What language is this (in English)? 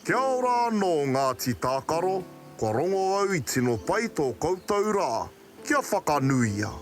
Māori